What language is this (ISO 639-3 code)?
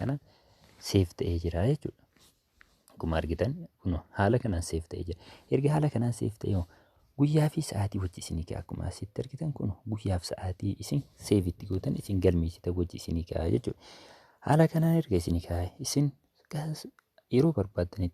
orm